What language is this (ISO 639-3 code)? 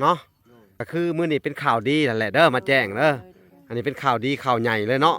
lao